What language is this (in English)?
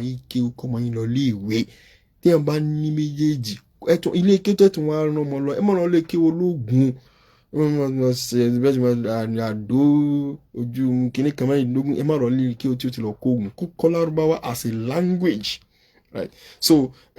Yoruba